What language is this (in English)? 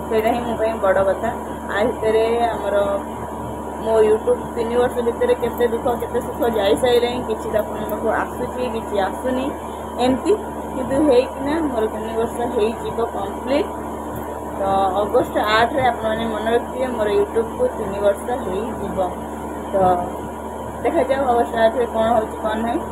Odia